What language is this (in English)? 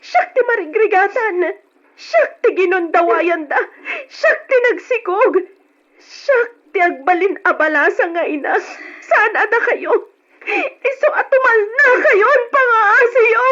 Iloko